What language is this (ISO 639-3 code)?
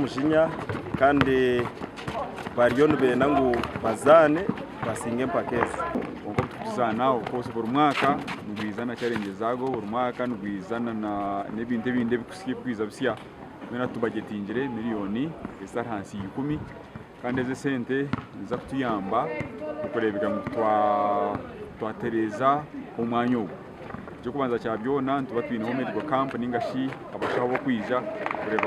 nyn